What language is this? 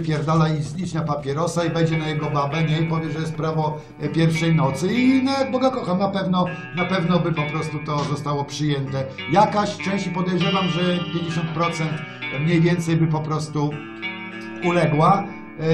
Polish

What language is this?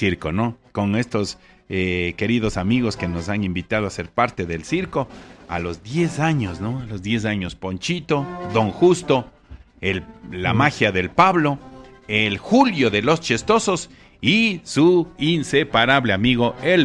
Spanish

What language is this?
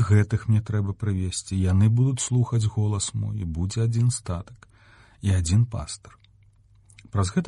Belarusian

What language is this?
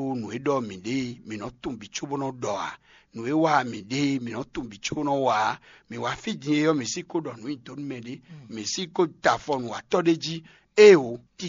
Fon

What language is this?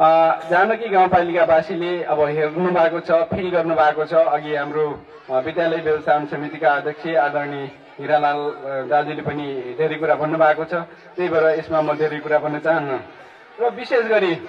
Nepali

